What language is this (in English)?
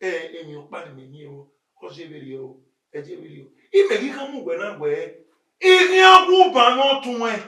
Bini